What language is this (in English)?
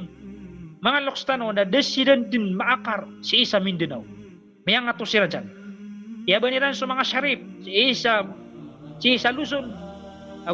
Maranao